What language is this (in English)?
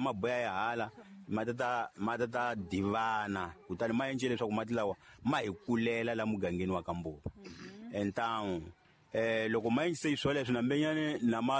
Tsonga